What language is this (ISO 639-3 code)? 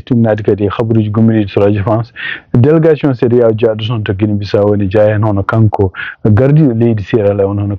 ful